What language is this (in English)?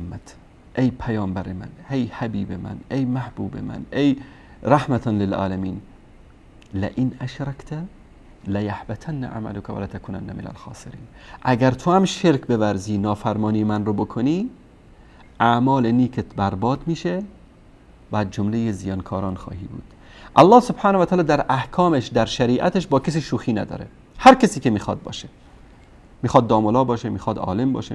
Persian